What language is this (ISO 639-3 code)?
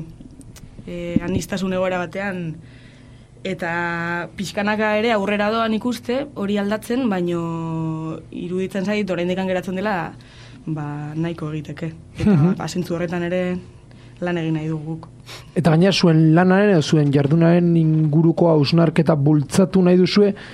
eus